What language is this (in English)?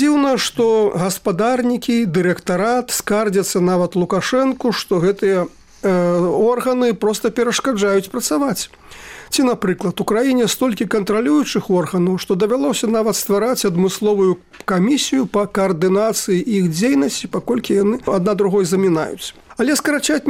Belarusian